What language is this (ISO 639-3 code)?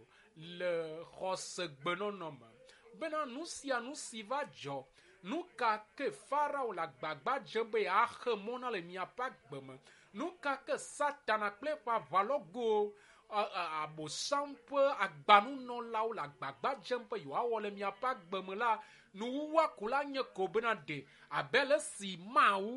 ewe